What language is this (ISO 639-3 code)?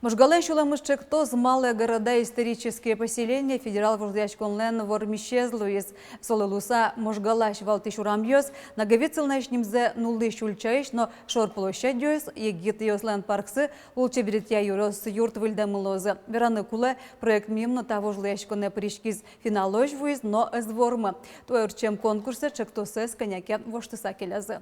udm